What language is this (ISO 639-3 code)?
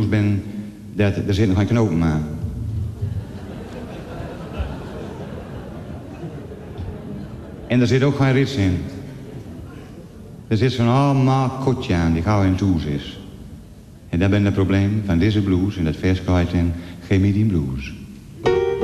nld